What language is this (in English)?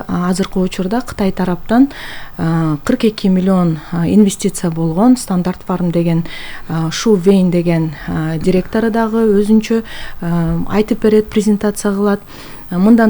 Kyrgyz